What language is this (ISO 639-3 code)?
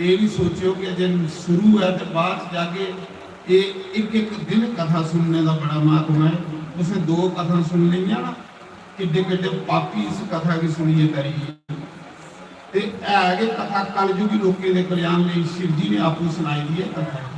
doi